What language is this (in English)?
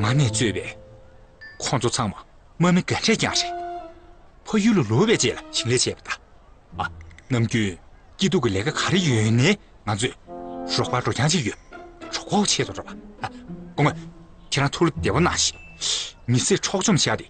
Tibetan